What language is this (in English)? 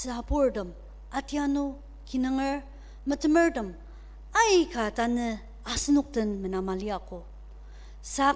Ao Naga